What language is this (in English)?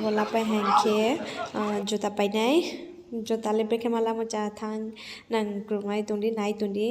Riang (India)